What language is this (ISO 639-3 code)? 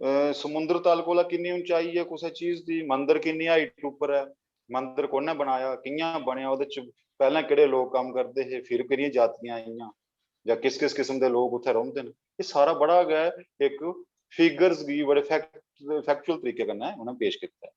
doi